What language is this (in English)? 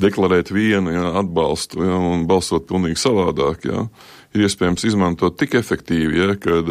Latvian